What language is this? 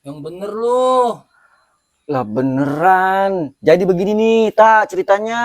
Betawi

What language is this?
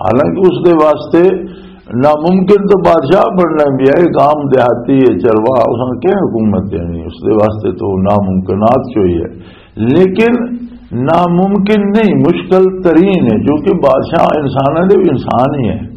Western Panjabi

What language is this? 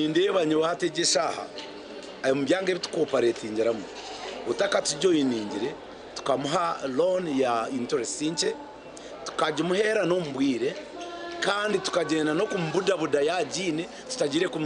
Nyankole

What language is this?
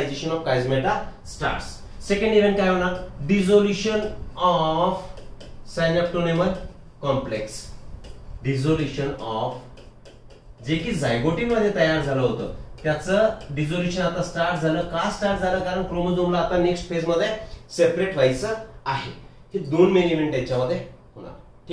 Marathi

